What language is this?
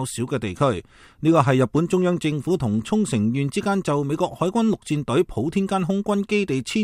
Cantonese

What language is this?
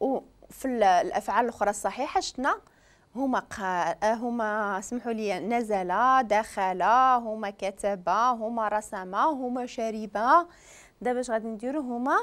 Moroccan Arabic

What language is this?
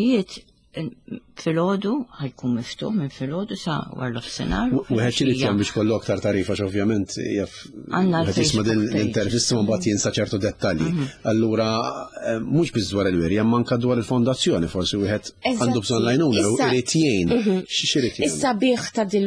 Maltese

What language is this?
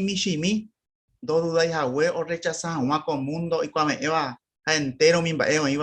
Guarani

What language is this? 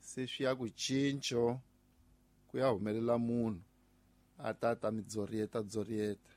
Tsonga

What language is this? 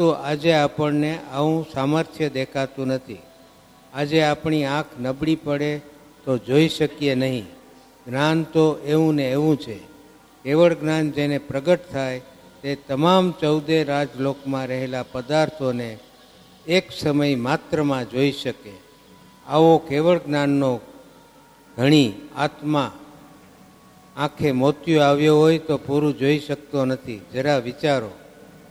Gujarati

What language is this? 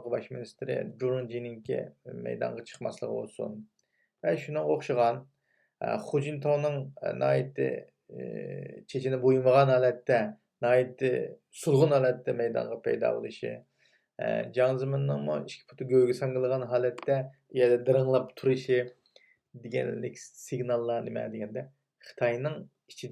Uyghur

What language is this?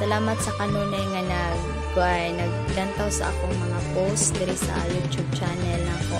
Cebuano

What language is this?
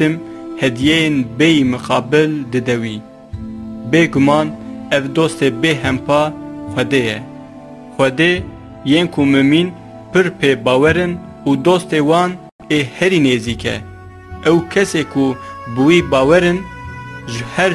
Kurdish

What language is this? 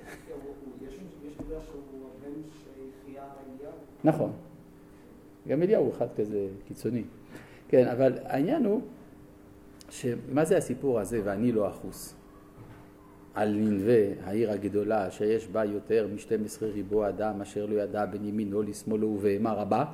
Hebrew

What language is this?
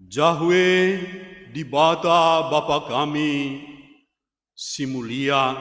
Batak Karo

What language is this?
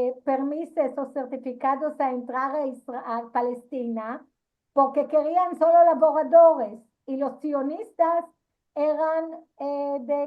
Ladino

